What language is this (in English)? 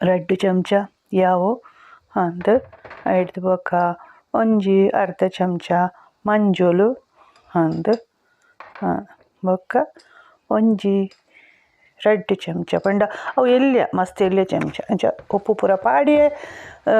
Tulu